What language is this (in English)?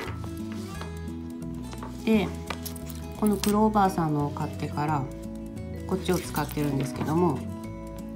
Japanese